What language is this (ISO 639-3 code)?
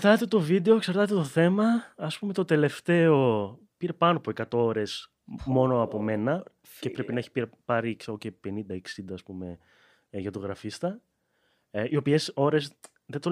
ell